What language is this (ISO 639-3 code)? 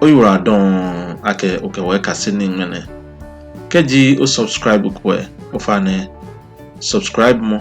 gaa